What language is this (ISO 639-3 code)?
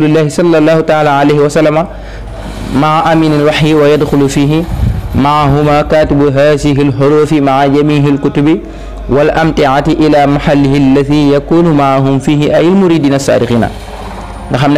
wol